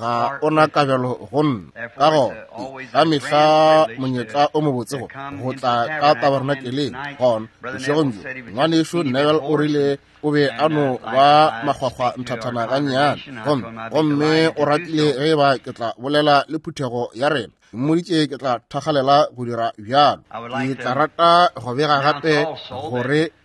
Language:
Northern Sotho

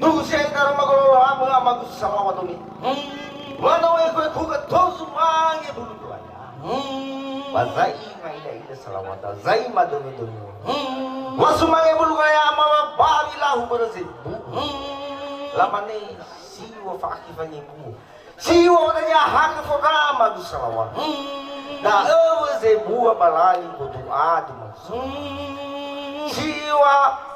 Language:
Nias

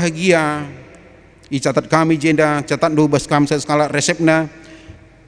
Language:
Batak Karo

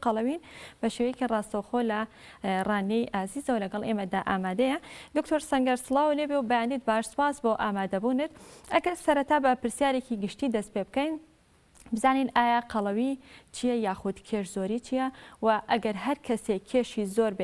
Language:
Central Kurdish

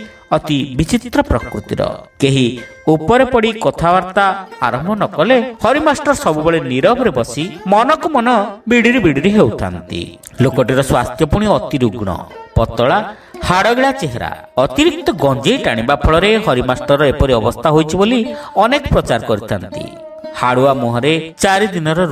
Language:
Odia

